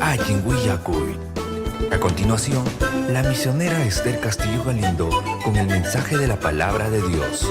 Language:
Ayacucho Quechua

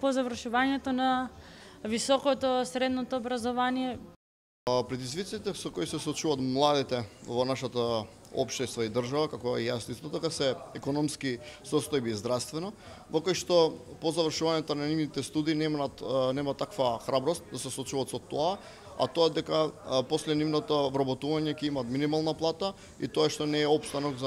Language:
Macedonian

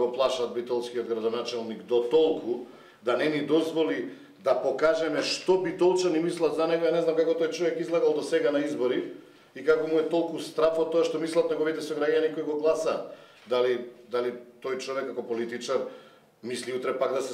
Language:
Macedonian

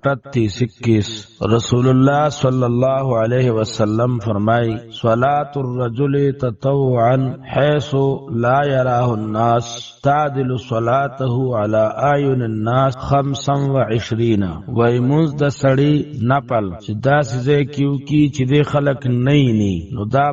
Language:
Pashto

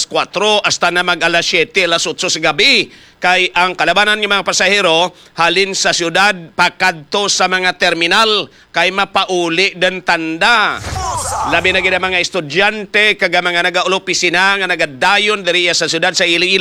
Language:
Hiligaynon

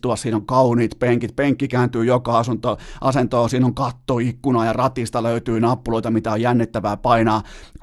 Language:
Finnish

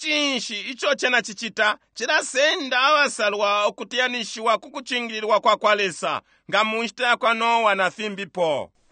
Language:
Bemba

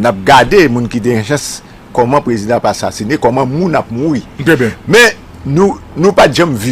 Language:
Haitian Creole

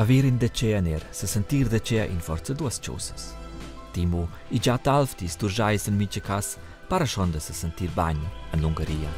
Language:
Romansh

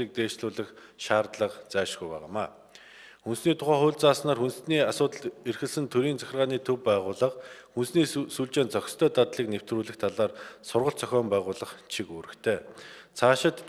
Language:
Mongolian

